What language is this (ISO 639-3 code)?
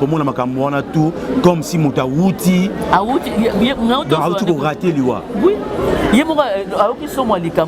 lin